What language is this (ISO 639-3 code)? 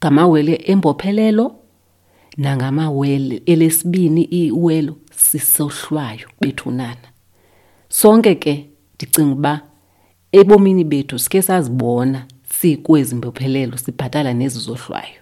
xho